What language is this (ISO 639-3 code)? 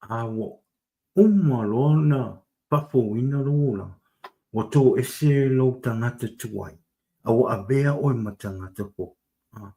smo